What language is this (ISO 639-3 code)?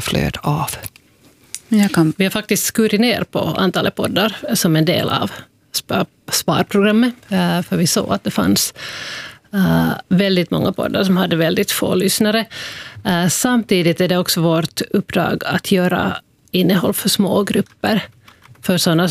swe